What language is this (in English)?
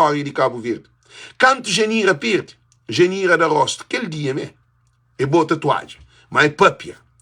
Kabuverdianu